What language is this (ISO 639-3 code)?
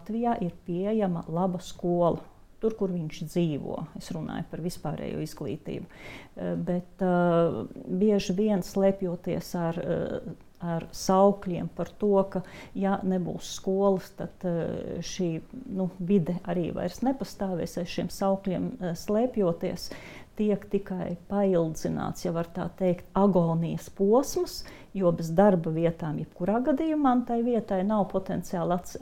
lav